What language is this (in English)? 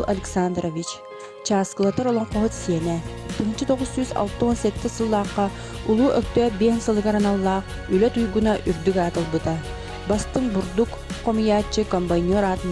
Yakut